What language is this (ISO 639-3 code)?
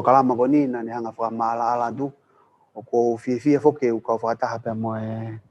ton